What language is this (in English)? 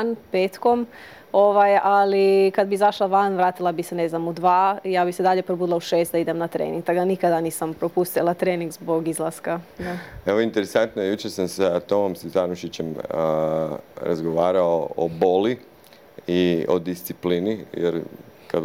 Croatian